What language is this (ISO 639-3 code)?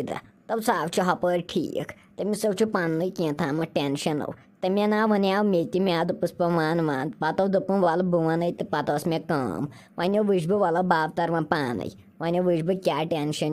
kas